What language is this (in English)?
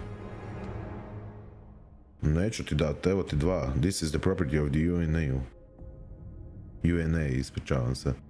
Croatian